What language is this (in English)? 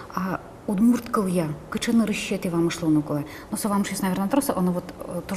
Udmurt